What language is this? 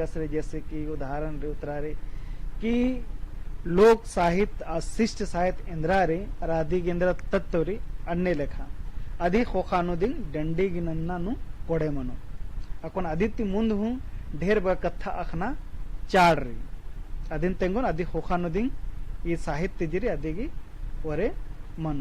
Kurukh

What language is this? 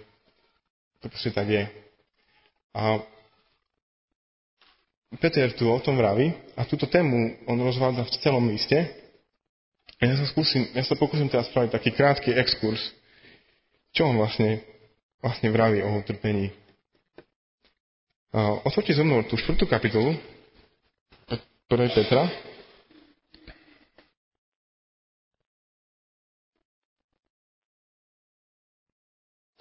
Slovak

